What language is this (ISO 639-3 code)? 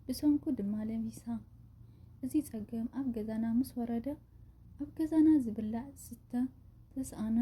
tir